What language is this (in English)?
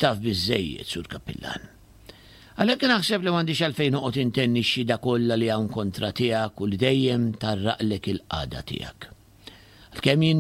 Maltese